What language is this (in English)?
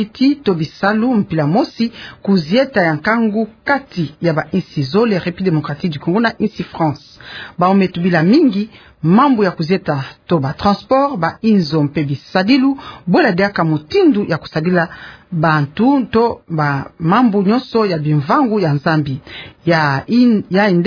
Kituba (Democratic Republic of Congo)